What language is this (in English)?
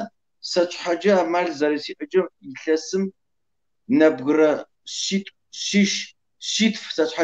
Kabardian